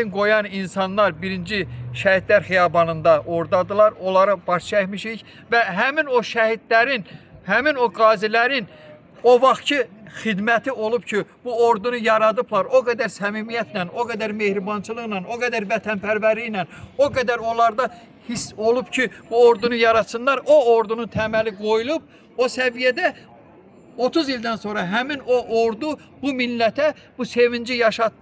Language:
Azerbaijani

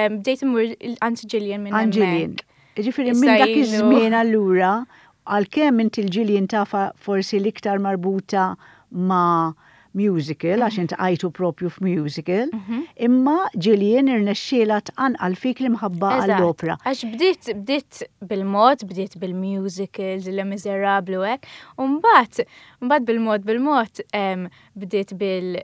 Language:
Maltese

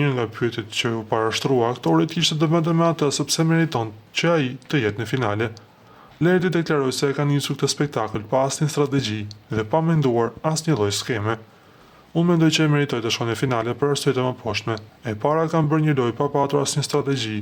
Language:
Albanian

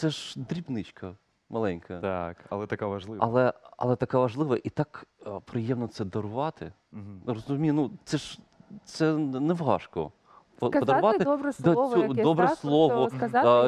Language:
Ukrainian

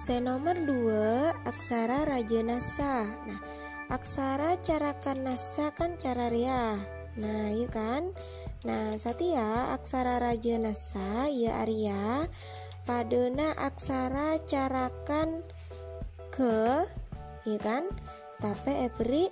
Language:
Madurese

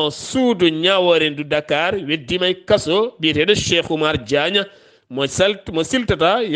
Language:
Fula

